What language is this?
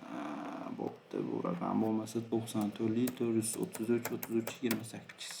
Uzbek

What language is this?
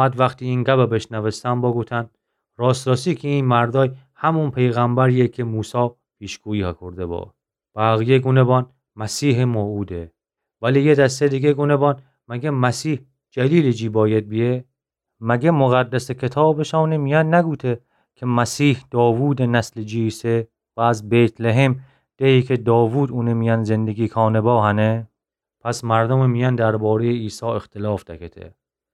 Gilaki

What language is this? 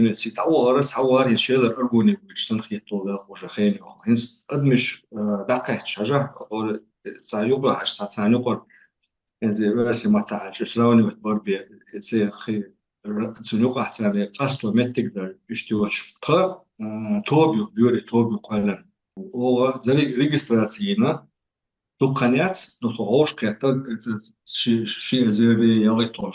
Chechen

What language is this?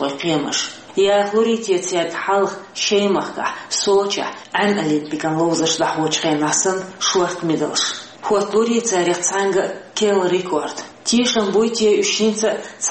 Chechen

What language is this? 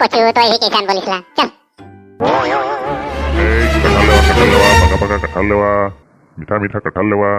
Sadri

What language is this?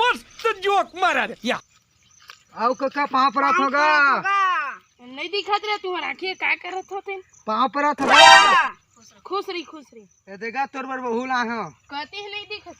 Chhattisgarhi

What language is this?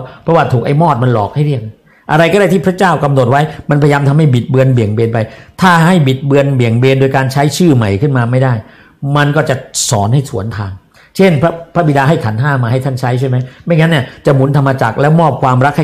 Thai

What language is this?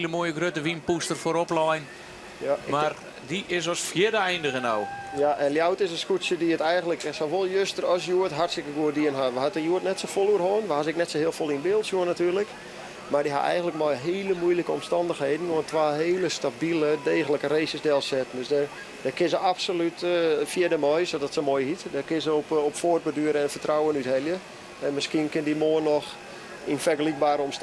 Western Frisian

